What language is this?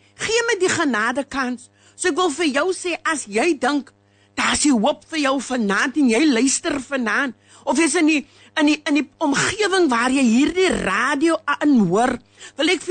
Afrikaans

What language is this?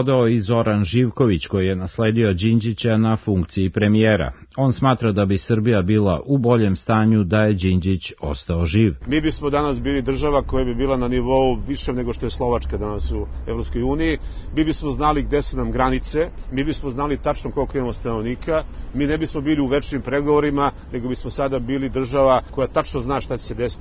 Serbian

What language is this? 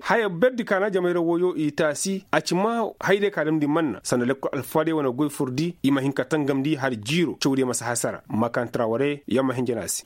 Koyraboro Senni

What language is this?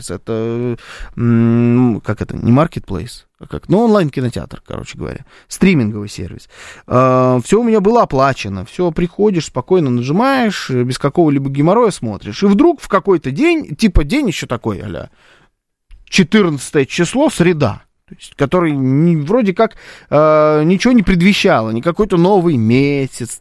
Russian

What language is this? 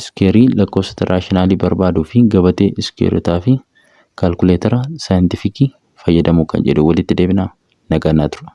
Oromo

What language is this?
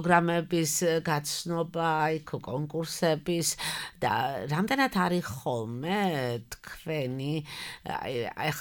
Georgian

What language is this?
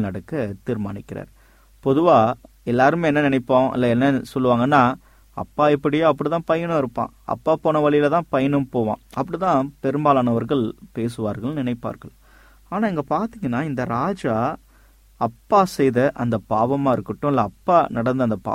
Tamil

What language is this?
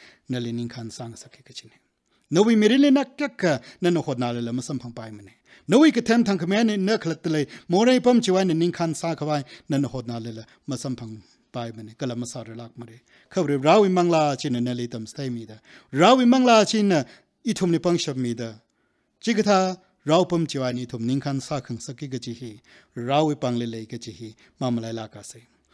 Tangkhul Naga (India)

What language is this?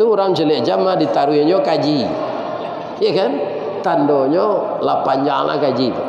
Minangkabau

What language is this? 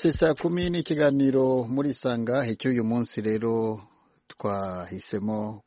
Kinyarwanda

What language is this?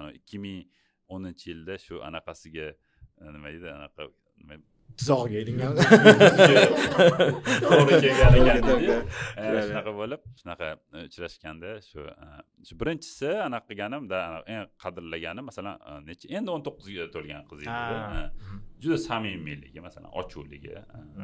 Uzbek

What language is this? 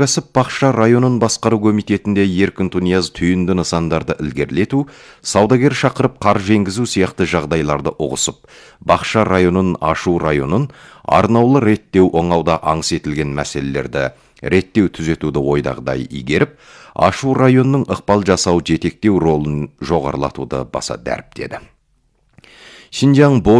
Kazakh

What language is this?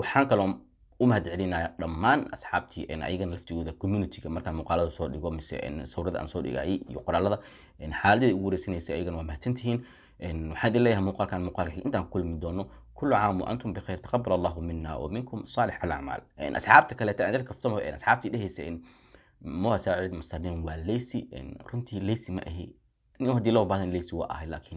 Somali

